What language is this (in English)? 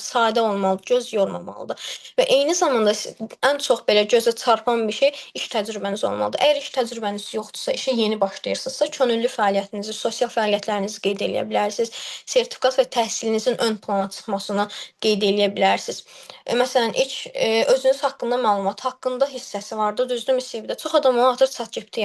Azerbaijani